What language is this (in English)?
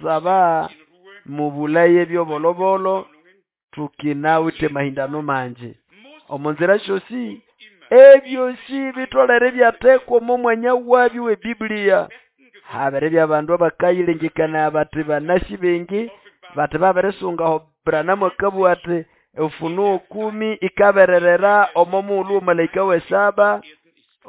Nande